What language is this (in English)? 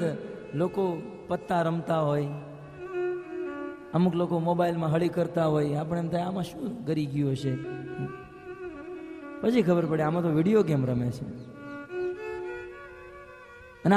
Gujarati